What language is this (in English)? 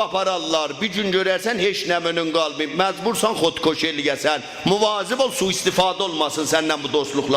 South Azerbaijani